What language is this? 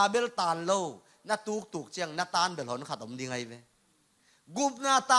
Tedim Chin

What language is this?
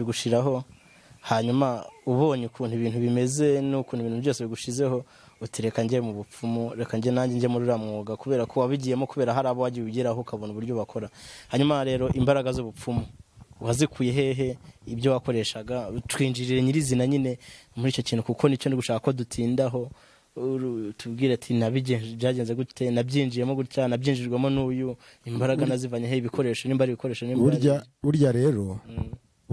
Kinyarwanda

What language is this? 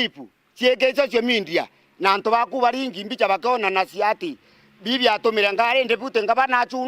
Meru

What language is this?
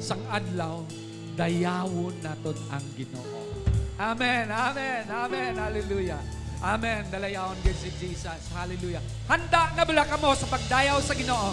Hiligaynon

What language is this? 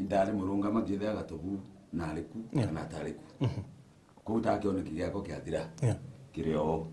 Meru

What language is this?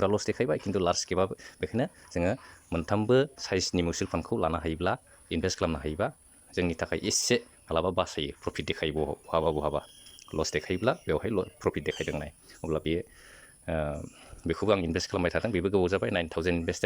Bodo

